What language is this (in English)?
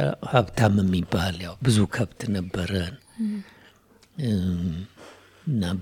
Amharic